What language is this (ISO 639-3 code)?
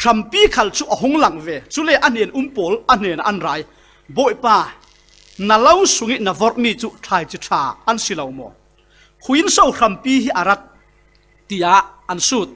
cfm